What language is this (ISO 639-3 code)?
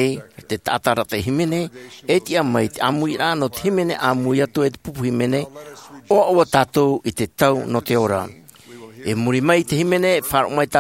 tah